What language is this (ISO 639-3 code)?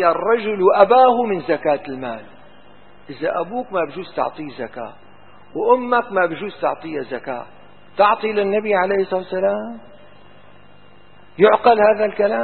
ara